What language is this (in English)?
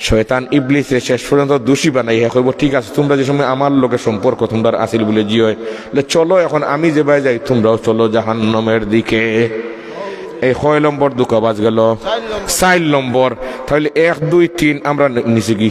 Sylheti